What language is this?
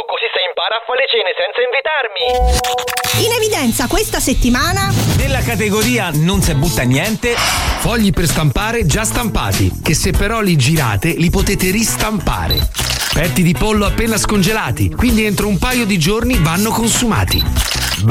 Italian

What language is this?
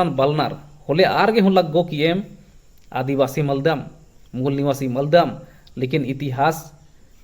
Kurukh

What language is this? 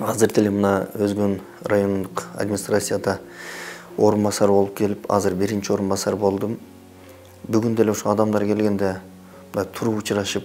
Kyrgyz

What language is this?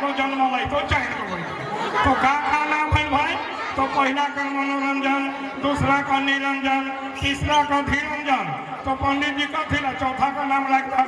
Sadri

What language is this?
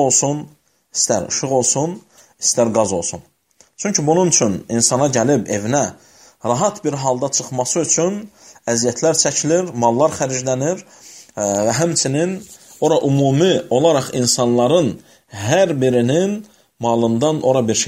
Azerbaijani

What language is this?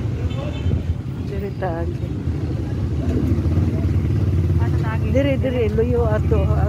Cebuano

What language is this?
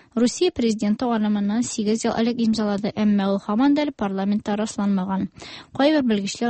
Tatar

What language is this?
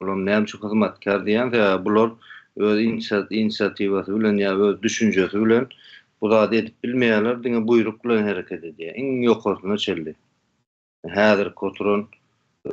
Turkmen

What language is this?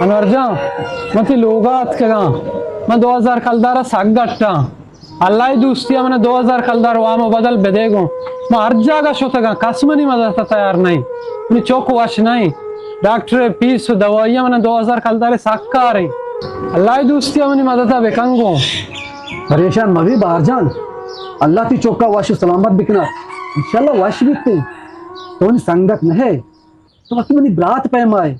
Baluchi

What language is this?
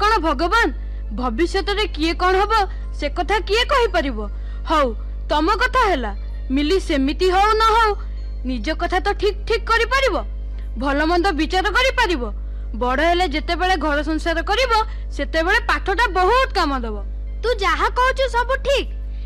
Odia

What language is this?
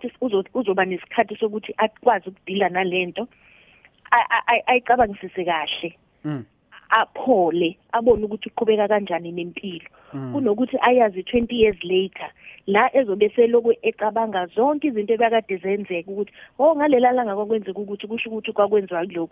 Zulu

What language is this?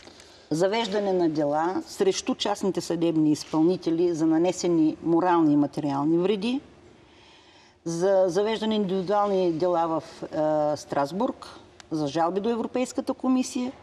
Bulgarian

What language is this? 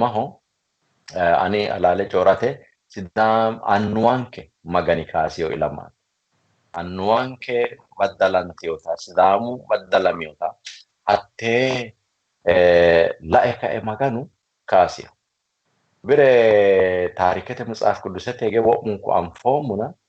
Sidamo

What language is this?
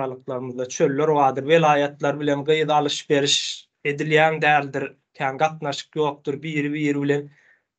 Turkmen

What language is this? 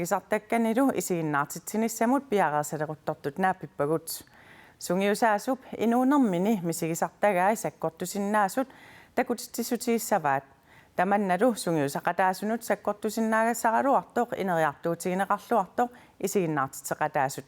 Kalaallisut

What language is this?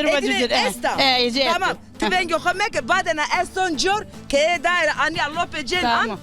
Zaza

